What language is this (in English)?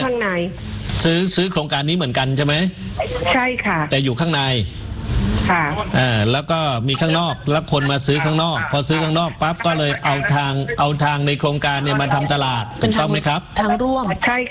Thai